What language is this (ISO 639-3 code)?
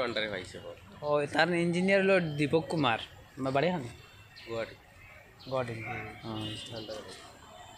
syl